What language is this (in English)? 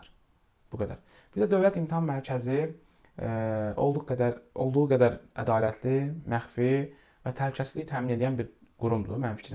Azerbaijani